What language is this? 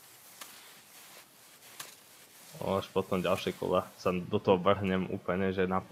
Slovak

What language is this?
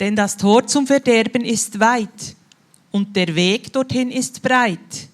Swiss German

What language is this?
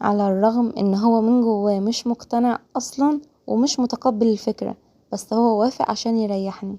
Egyptian Arabic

